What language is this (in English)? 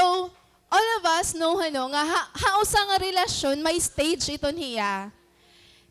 Waray